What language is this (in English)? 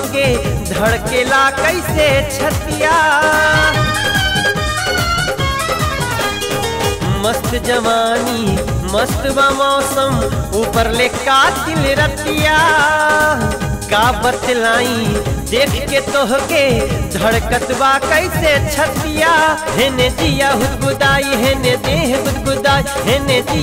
Bhojpuri